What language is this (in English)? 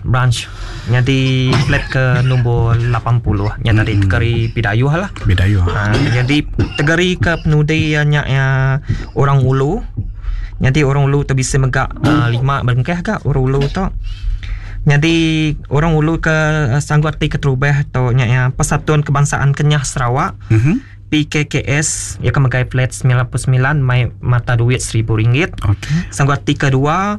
Iban